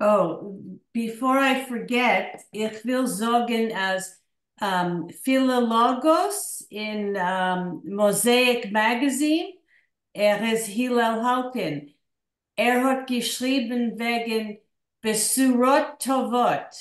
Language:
Yiddish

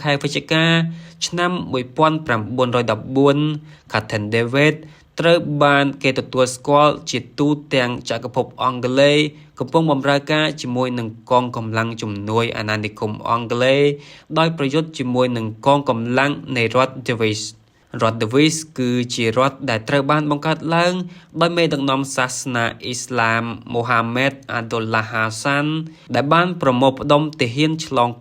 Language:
Khmer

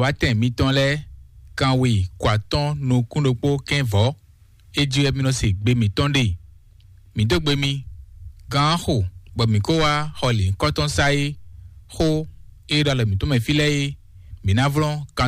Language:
Fon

